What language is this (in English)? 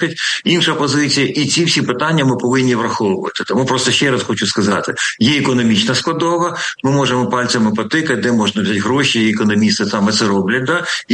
Ukrainian